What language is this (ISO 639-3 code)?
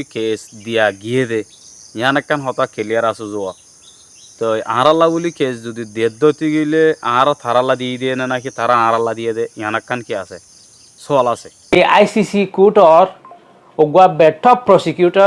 rhg